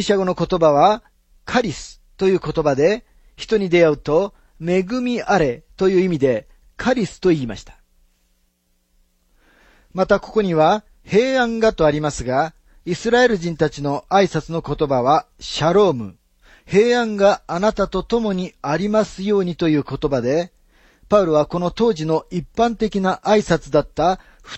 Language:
Japanese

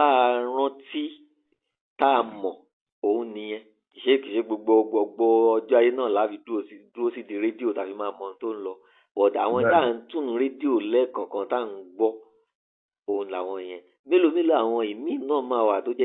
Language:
Yoruba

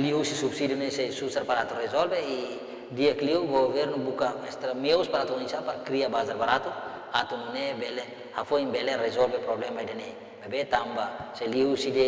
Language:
Tetum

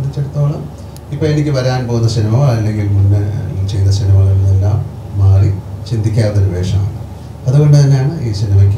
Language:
Malayalam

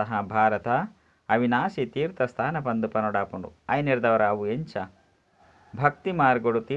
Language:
Tulu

